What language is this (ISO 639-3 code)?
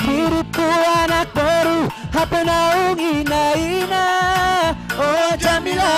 bts